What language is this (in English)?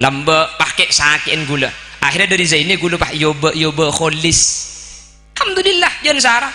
Madurese